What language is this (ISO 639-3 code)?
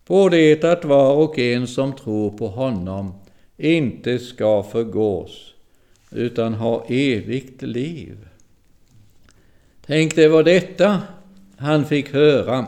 swe